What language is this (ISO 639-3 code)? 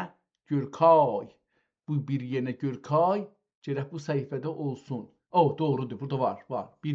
azb